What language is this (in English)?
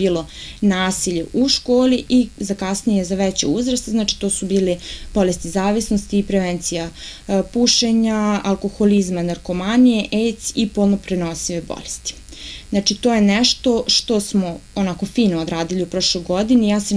Serbian